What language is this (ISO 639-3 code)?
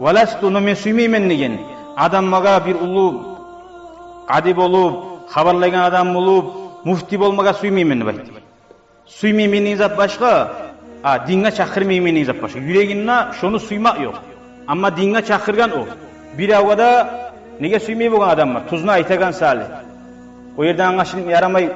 kum